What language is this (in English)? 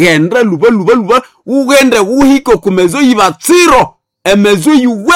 Nande